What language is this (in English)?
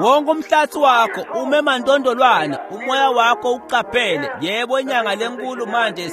Swati